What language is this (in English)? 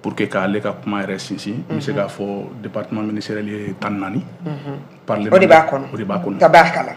Bambara